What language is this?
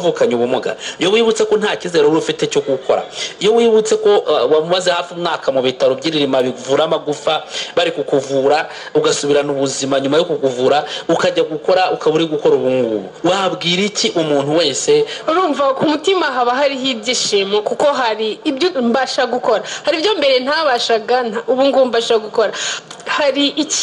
Kinyarwanda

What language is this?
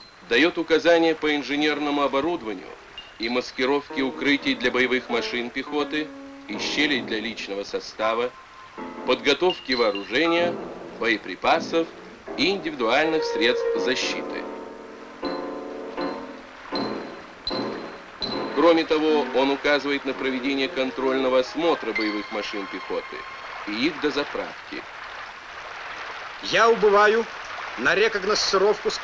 Russian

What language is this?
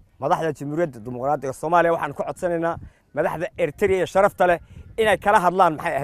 Somali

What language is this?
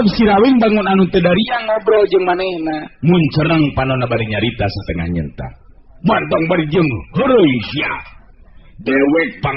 Sundanese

